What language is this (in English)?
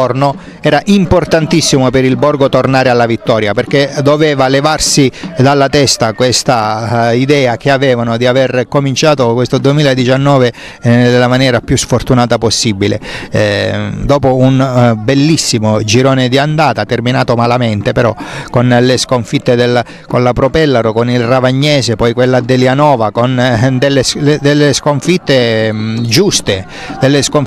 Italian